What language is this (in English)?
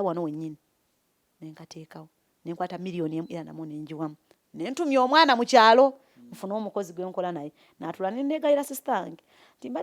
Ganda